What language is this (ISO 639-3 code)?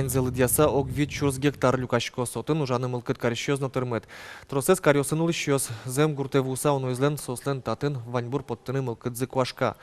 udm